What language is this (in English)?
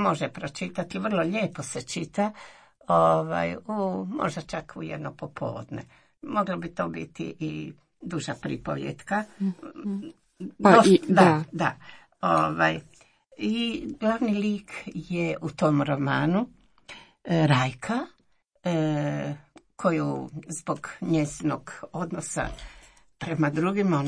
Croatian